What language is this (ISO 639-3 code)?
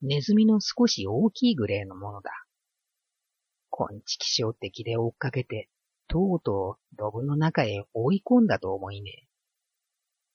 jpn